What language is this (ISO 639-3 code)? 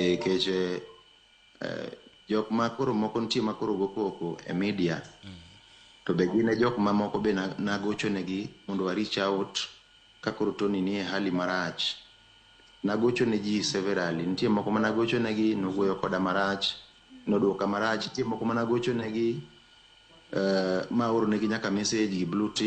luo